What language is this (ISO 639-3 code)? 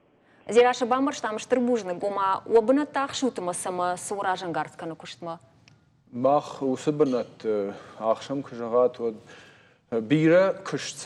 oss